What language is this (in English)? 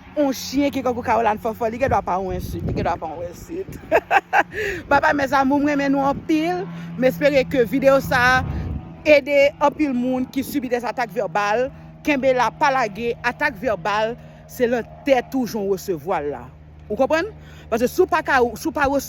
Haitian Creole